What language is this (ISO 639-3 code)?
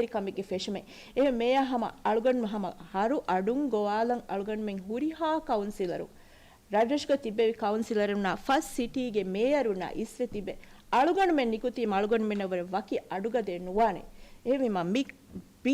div